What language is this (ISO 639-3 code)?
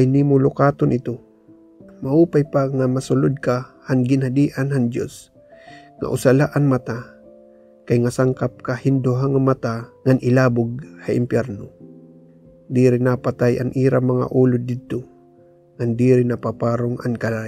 war